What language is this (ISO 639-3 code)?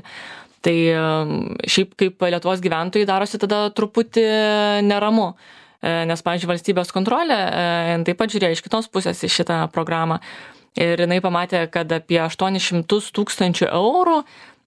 lit